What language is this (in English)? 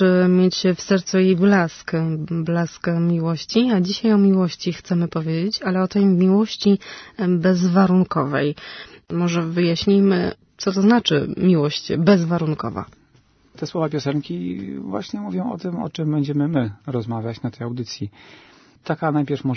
Polish